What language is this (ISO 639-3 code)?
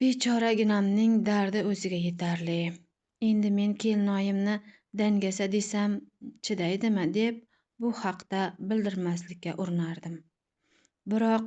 uzb